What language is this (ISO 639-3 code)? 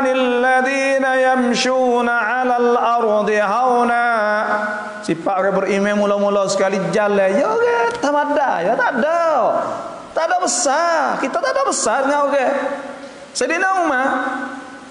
msa